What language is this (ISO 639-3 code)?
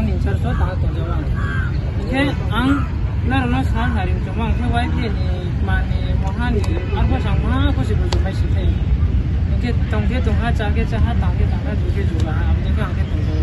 ria